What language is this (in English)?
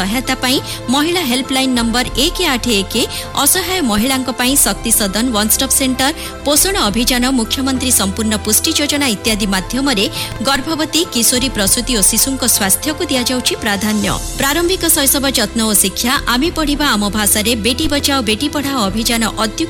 Odia